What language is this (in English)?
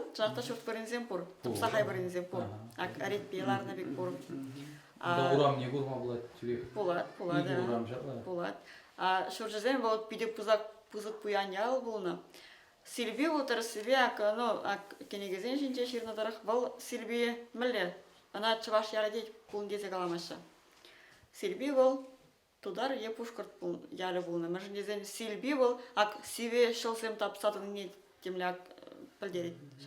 Chuvash